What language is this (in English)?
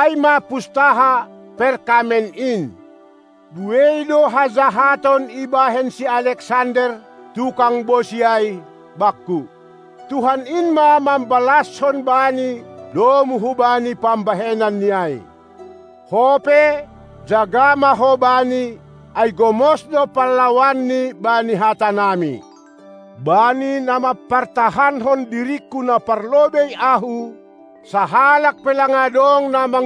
Batak Simalungun